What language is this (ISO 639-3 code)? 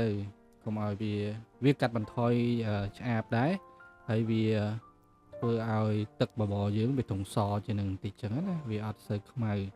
khm